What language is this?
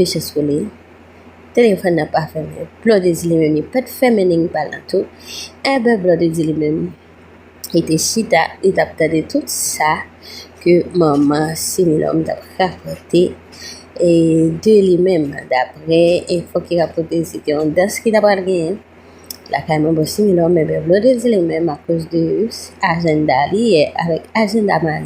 Haitian Creole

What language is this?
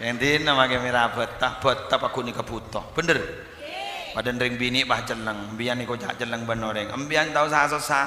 Madurese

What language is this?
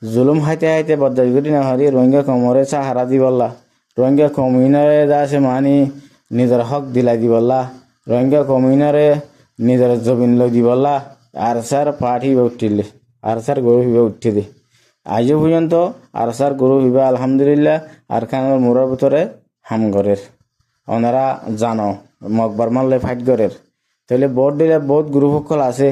Rohingya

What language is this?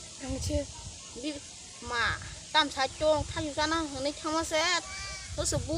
Kok Borok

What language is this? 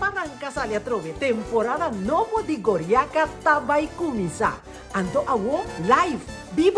Papiamento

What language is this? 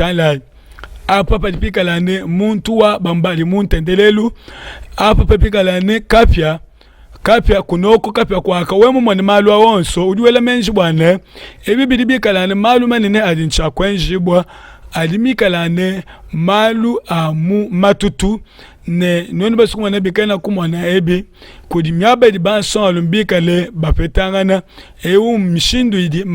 Luba-Lulua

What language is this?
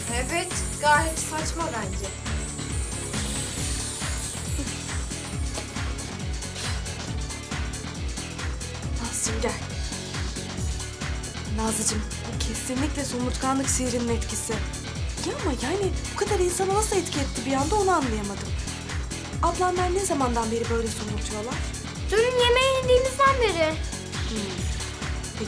Turkish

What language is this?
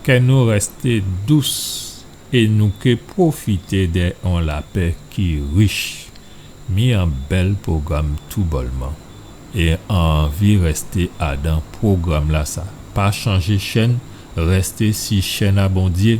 Guadeloupean Creole French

